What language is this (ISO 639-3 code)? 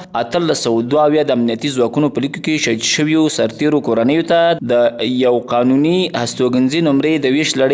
pus